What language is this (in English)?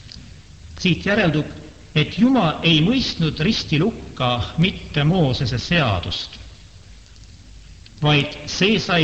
Estonian